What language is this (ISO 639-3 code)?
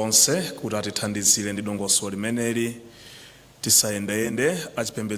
nya